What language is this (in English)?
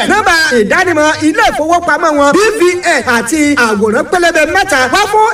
Yoruba